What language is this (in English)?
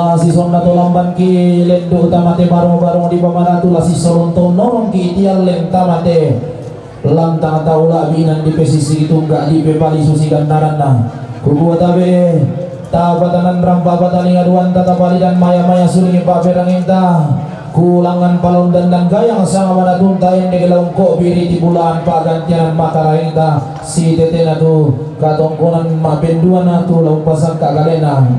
Toraja-Sa'dan